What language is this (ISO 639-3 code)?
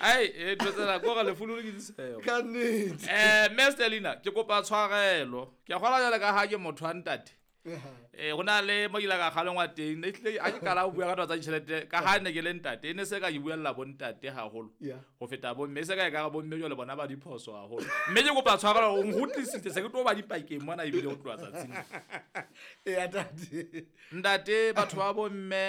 sot